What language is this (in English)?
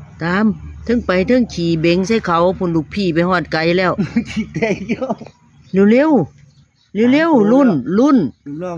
Northeastern Thai